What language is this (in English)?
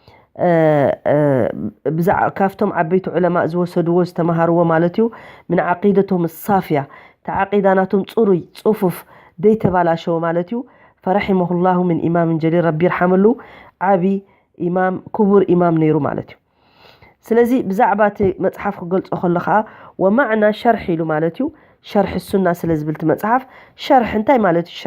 Tigrinya